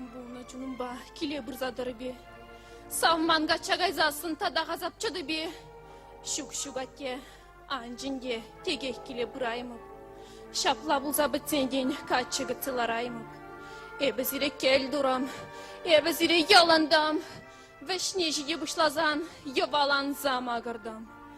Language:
Chuvash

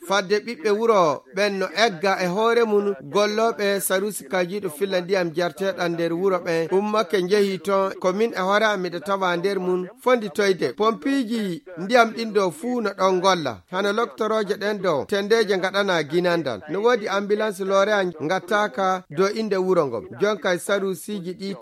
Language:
Fula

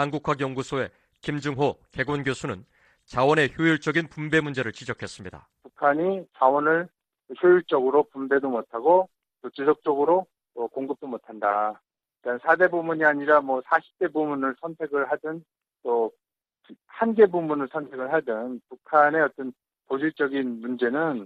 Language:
Korean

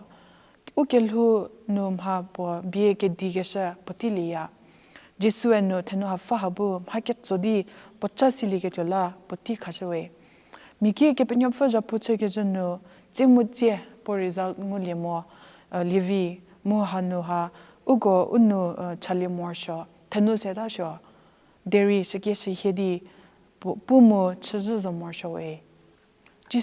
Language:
Angami Naga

